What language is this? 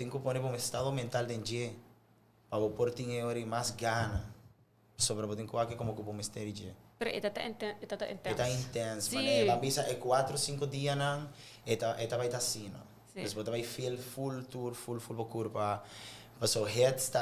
Papiamento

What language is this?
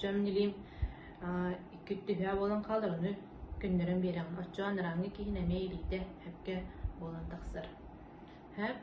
Yakut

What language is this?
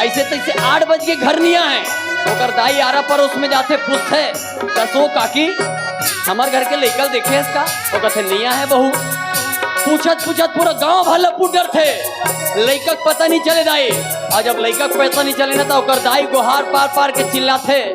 Chhattisgarhi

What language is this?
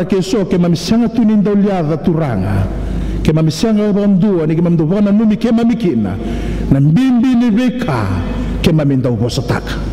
Fijian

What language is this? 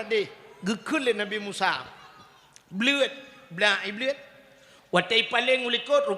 Achinese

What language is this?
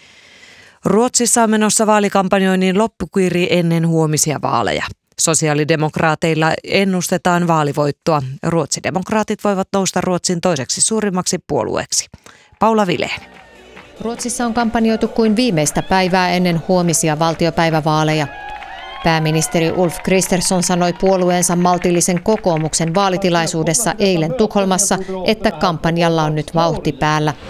Finnish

